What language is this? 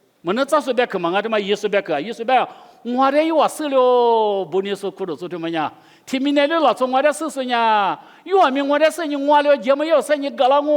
Lisu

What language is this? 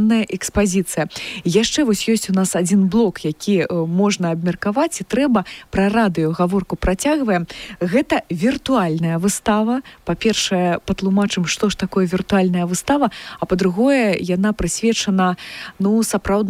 Belarusian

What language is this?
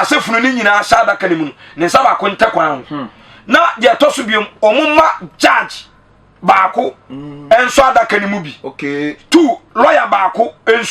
Akan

